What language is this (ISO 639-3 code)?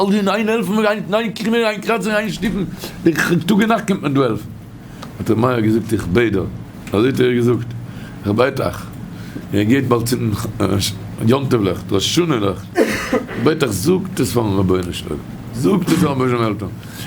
yid